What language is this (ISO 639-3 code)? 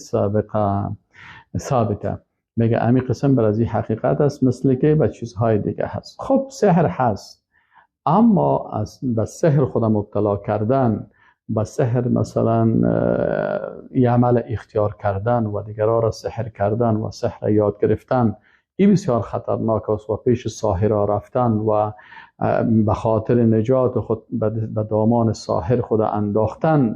fas